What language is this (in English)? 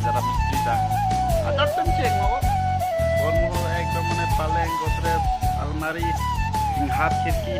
Karbi